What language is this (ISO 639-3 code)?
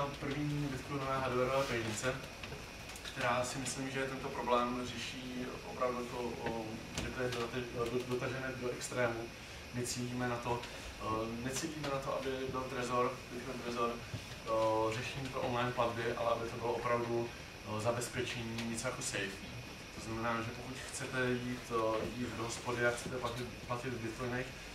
ces